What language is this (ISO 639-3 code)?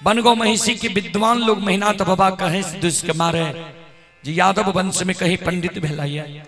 mai